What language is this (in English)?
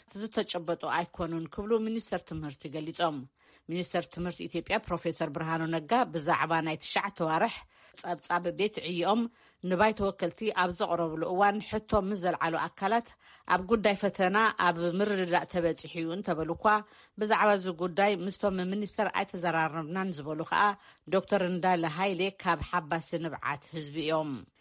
Tigrinya